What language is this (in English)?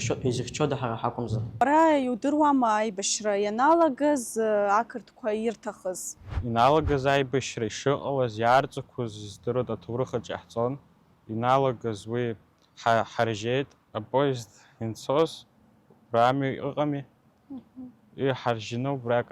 Abkhazian